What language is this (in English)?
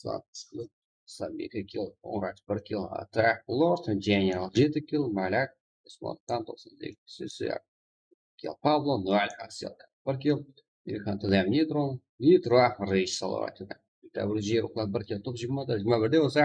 Kara-Kalpak